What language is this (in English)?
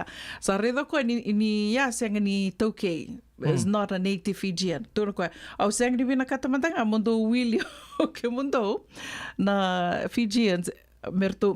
Fijian